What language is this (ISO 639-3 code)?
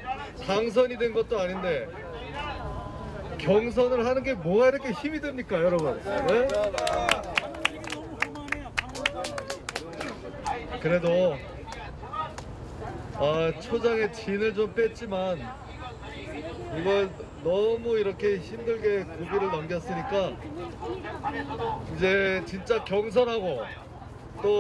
kor